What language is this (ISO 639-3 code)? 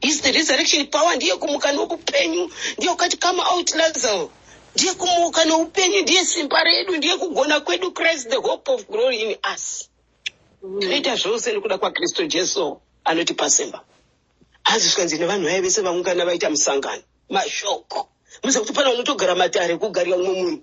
sna